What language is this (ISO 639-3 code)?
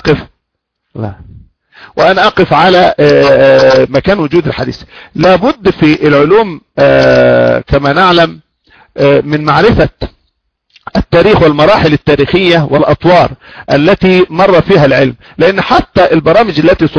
ara